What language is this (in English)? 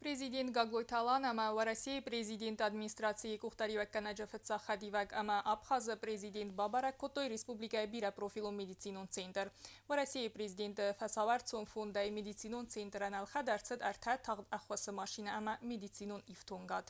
Ossetic